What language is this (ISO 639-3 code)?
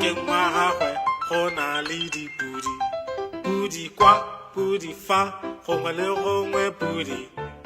tsn